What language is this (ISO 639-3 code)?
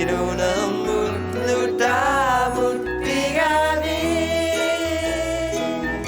kal